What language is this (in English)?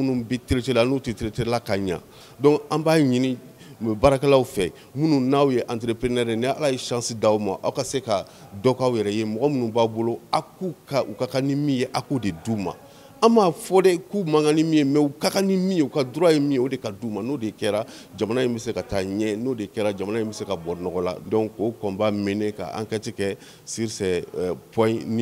Bambara